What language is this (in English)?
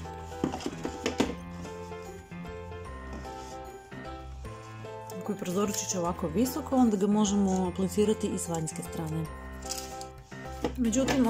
Croatian